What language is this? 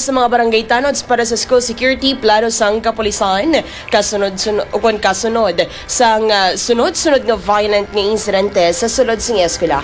Hiligaynon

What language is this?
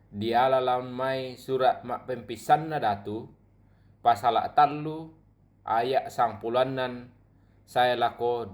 Toraja-Sa'dan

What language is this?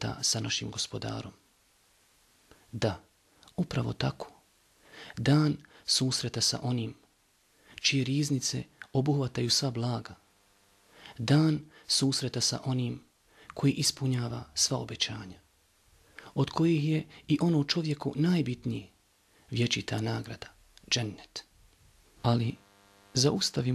Bosnian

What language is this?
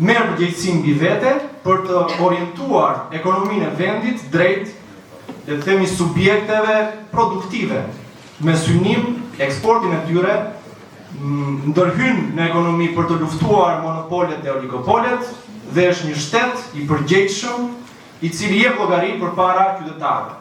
Albanian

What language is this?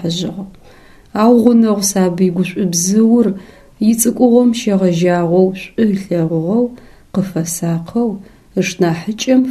Adyghe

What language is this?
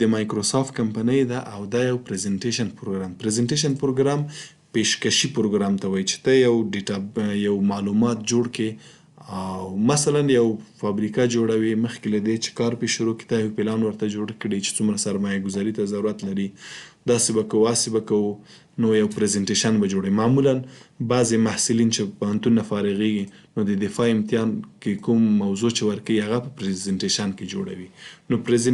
Pashto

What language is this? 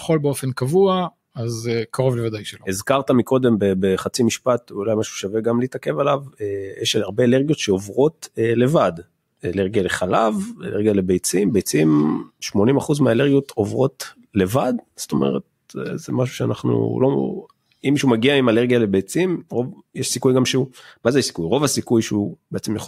Hebrew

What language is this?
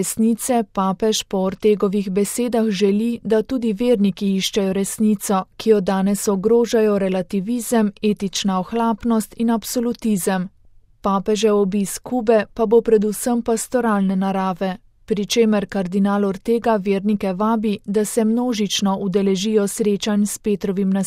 Slovenian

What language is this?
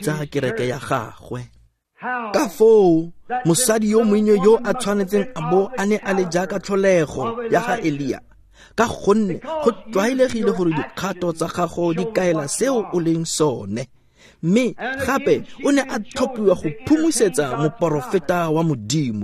Tswana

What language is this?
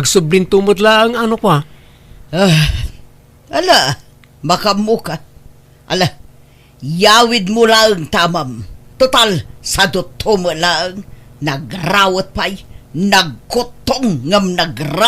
Iloko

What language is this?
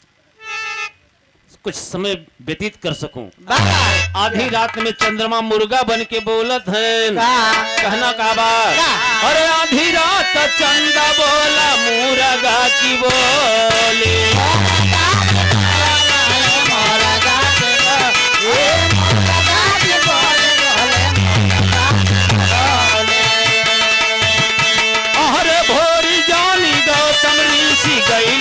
Bhojpuri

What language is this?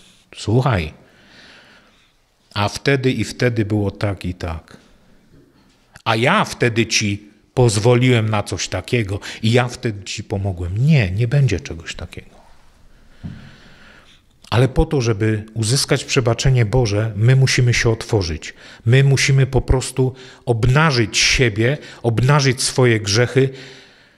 Polish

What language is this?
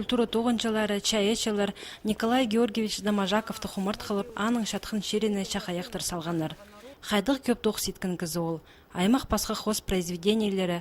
Khakas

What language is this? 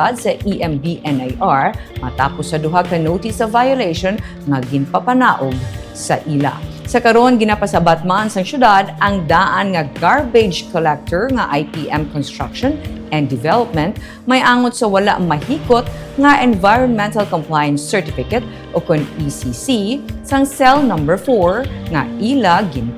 Hiligaynon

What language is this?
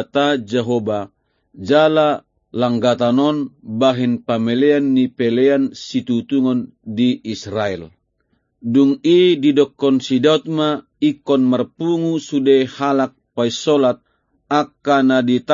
Batak Toba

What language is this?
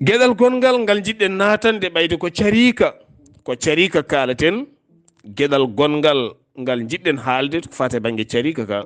Fula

